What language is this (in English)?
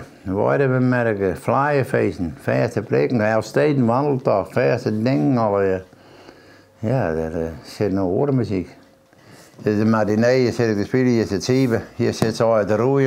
Western Frisian